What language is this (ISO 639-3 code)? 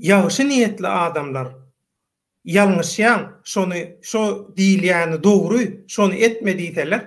tuk